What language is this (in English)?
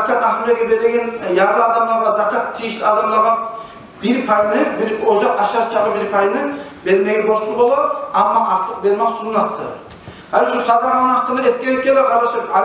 Kumyk